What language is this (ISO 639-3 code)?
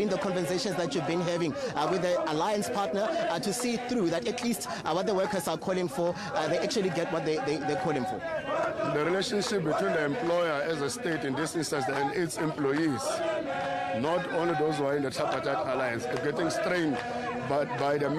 eng